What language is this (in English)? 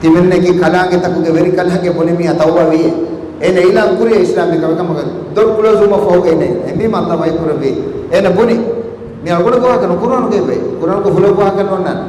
Divehi